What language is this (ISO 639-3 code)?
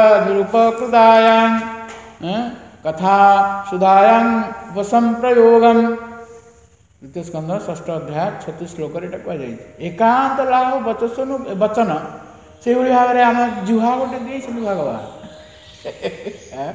ori